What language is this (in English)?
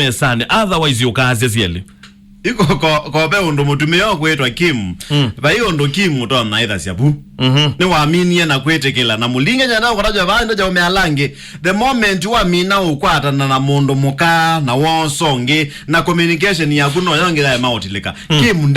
Kamba